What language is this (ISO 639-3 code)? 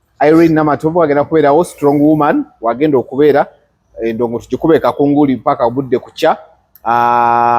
lug